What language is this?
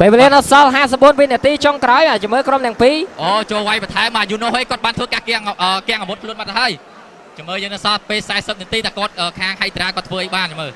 Khmer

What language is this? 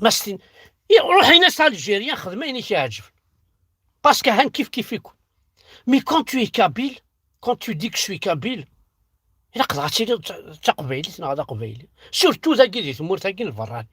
Kabyle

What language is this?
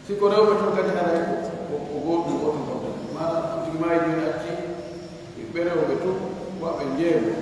Pular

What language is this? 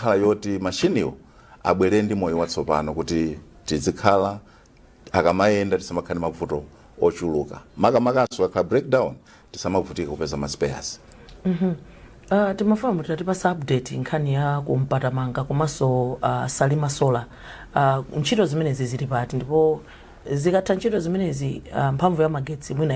Nyanja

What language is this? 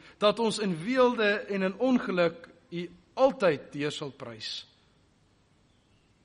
Afrikaans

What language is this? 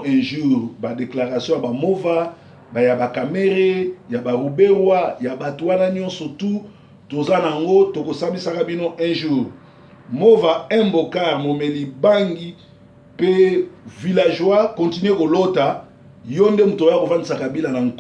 Lingala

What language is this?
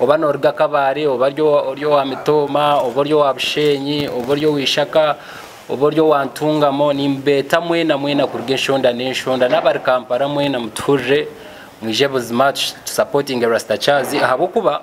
Nyankole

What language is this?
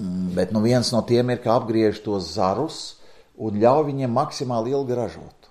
Latvian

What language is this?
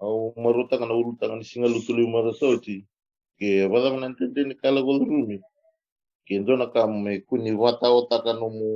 Fijian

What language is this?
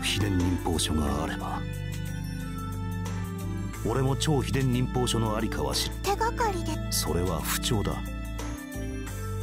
Japanese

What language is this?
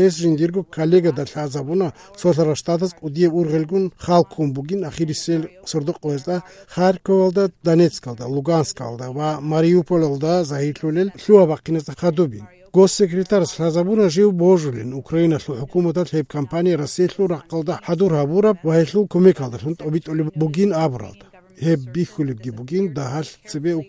Avaric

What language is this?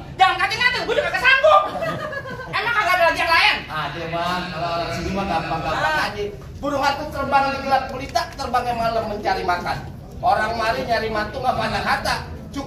Betawi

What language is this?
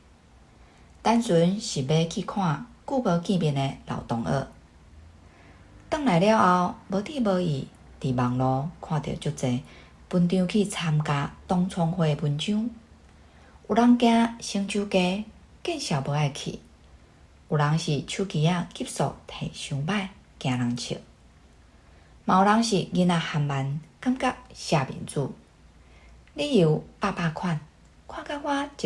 Min Nan Chinese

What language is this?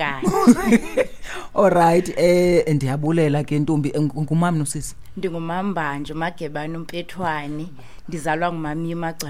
Xhosa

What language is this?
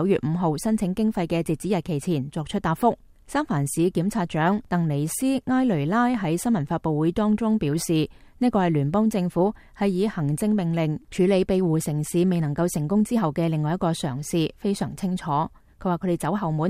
Cantonese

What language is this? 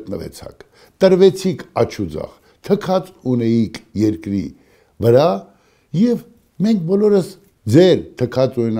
Armenian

